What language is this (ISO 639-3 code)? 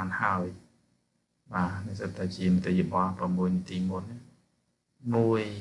khm